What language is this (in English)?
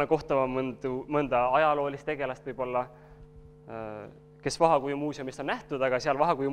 Estonian